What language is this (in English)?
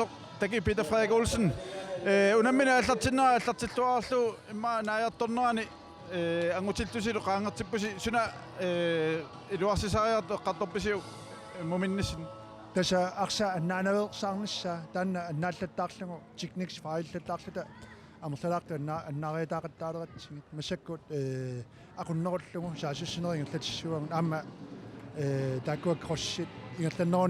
Kalaallisut